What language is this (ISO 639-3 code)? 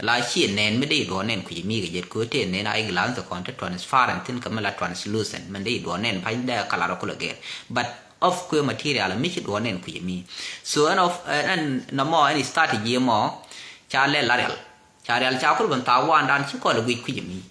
nus